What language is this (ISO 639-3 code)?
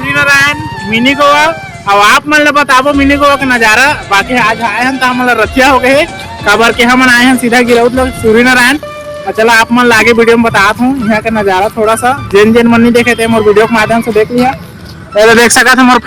hne